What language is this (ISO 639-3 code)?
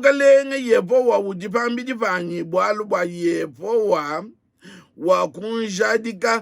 lua